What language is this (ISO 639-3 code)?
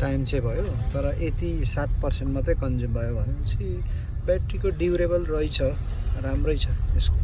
nep